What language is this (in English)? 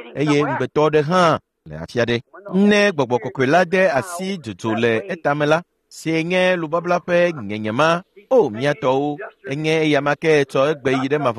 Ewe